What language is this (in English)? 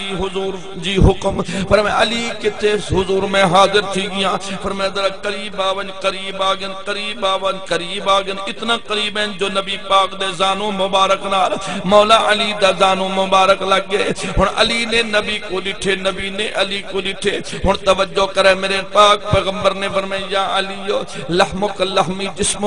Saraiki